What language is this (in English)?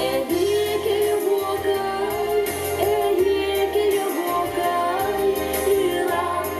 Yakut